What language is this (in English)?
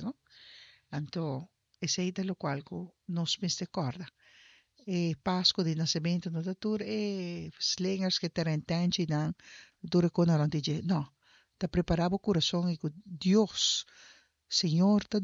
Papiamento